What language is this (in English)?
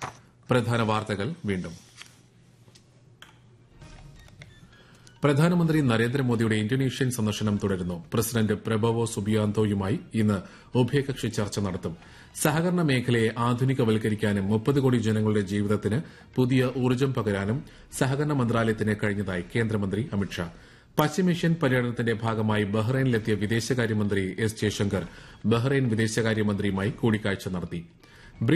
Malayalam